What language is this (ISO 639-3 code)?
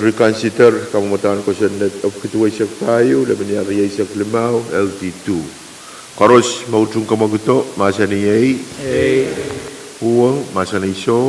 pon